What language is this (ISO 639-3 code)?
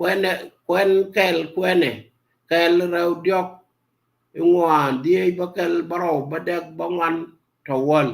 nus